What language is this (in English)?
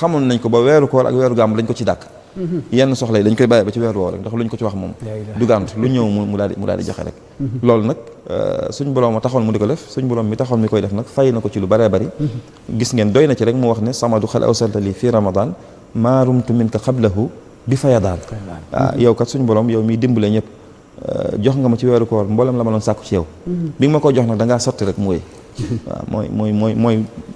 Wolof